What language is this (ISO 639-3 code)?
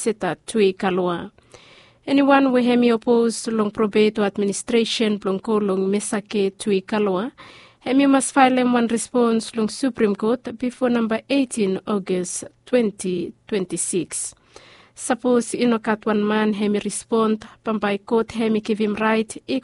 bis